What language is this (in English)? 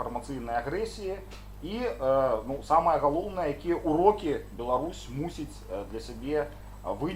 Belarusian